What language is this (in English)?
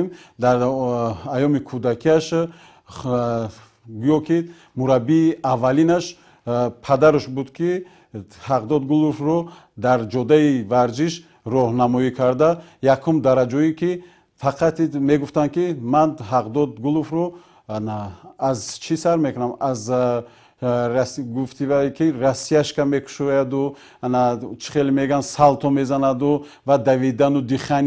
Tajik